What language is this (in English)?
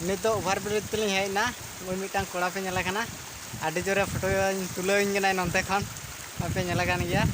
Santali